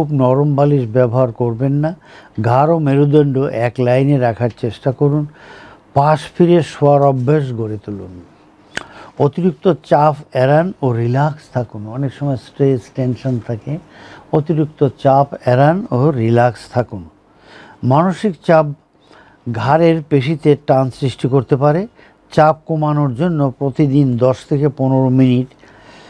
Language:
Bangla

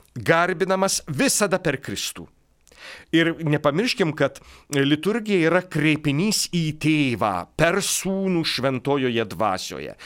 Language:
Lithuanian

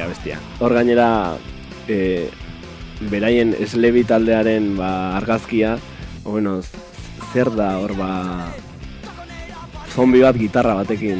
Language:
Basque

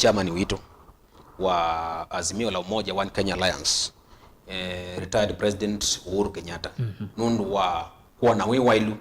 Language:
Kamba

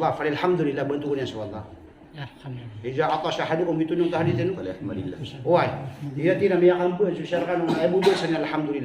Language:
Maranao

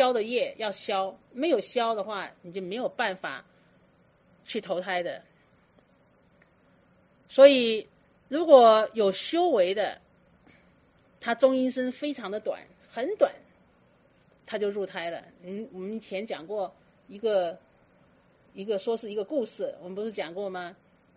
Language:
Chinese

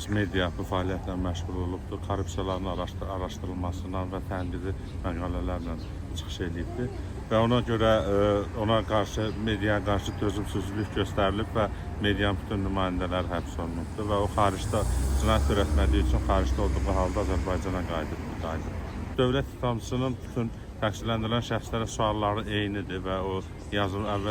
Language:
Azerbaijani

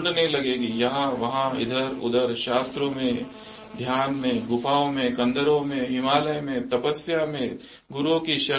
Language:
Hindi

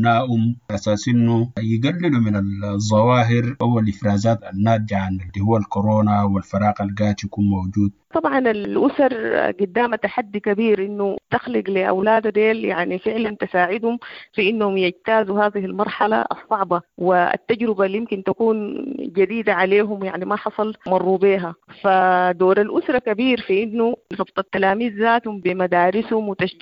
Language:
Sudanese Arabic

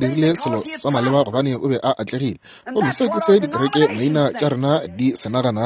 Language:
Northern Sotho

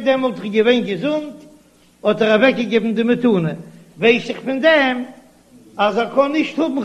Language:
Yiddish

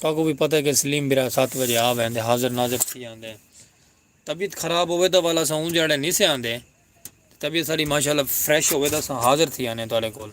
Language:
Saraiki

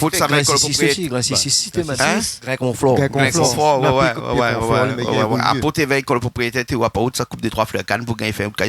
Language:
Réunion Creole French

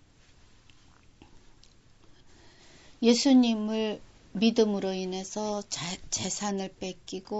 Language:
Korean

